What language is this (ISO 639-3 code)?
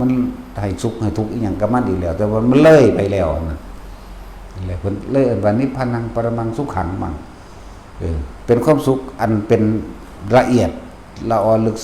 tts